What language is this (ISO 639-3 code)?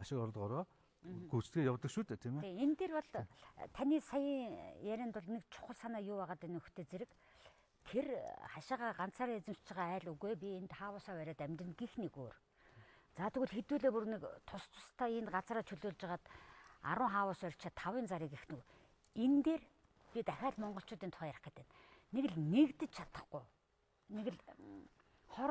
mon